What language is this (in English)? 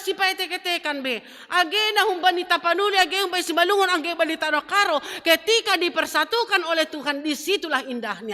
Batak Simalungun